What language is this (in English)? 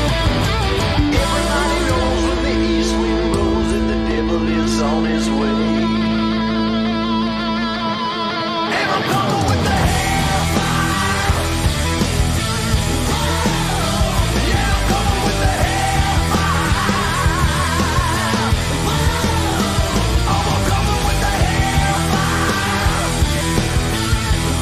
English